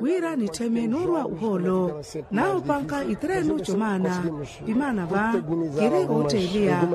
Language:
Makhuwa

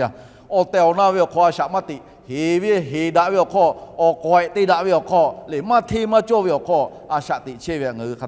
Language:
Lahu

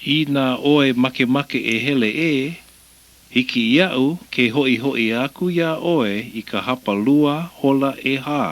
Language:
Hawaiian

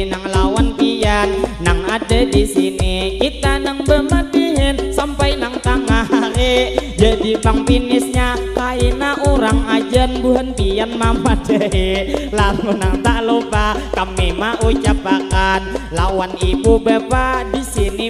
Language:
Banjar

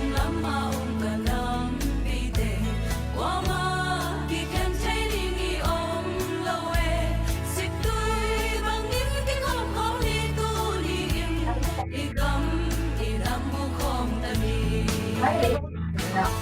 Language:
Tedim Chin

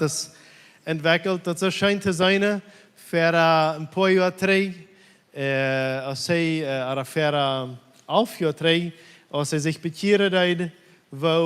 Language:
Plautdietsch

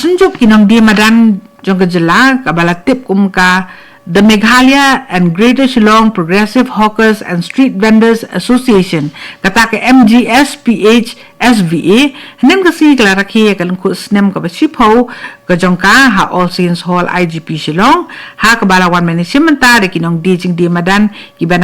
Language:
Khasi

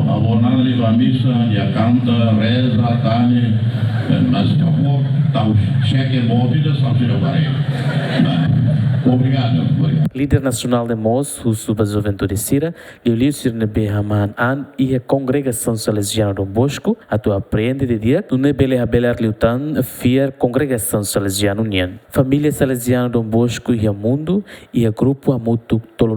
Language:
Tetum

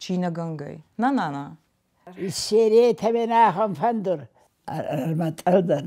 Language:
Ossetic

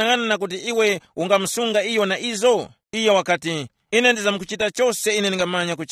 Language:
Tumbuka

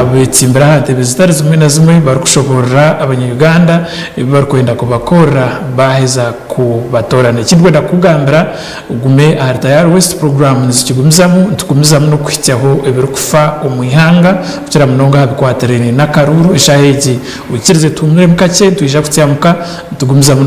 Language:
Nyankole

